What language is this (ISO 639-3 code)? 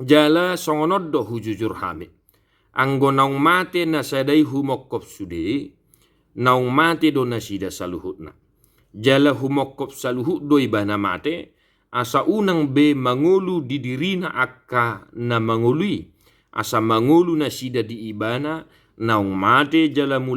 bbc